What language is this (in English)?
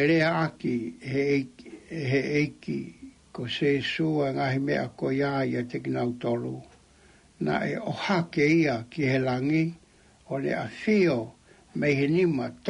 Tongan